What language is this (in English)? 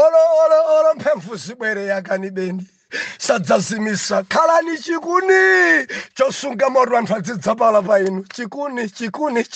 Nyanja